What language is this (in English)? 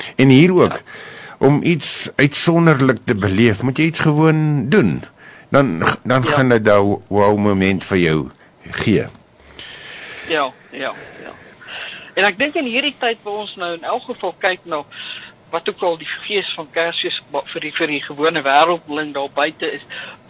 Afrikaans